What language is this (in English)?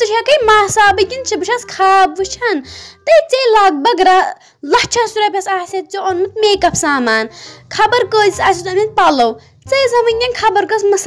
Kashmiri